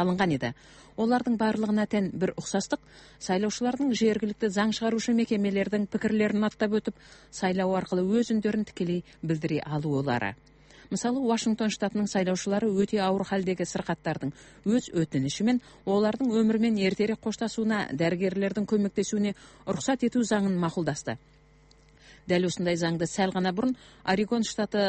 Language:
Kazakh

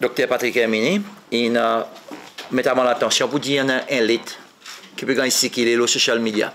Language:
Seselwa Creole French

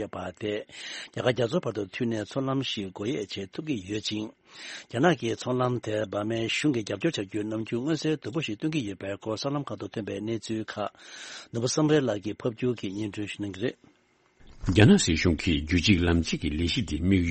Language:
Tibetan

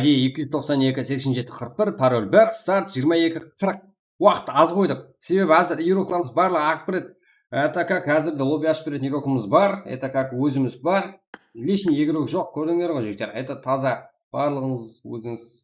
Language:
Kara-Kalpak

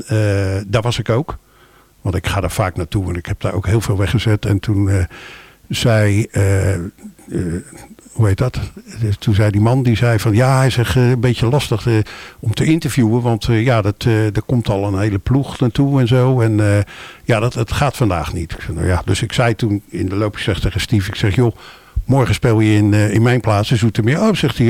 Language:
Dutch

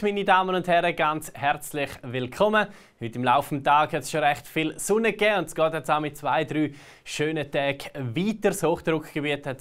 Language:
Swiss German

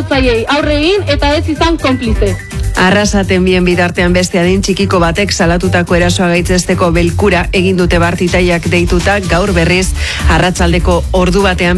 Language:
Basque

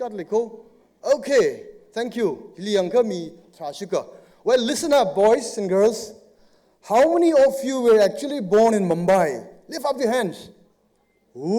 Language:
Tangkhul Naga (India)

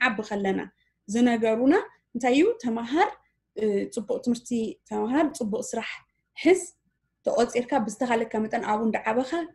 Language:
Tigrinya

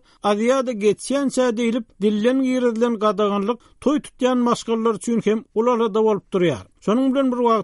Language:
Turkmen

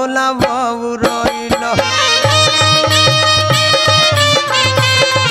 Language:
Bhojpuri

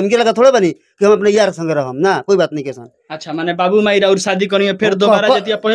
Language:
Bhojpuri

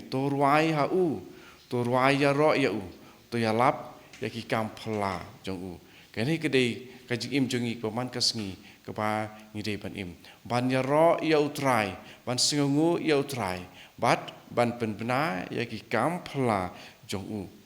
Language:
Khasi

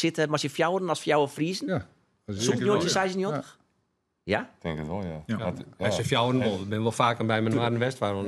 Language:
Western Frisian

